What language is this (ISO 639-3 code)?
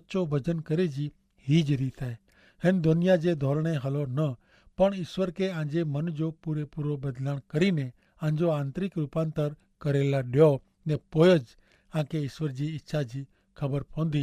kfr